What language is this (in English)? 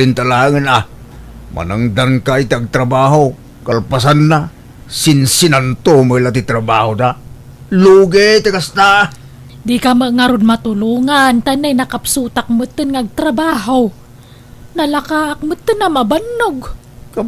Iloko